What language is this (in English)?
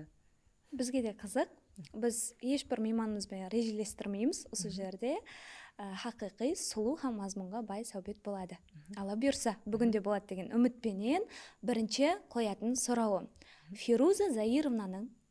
Kara-Kalpak